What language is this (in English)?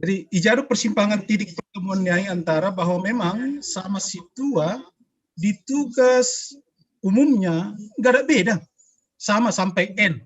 Batak Simalungun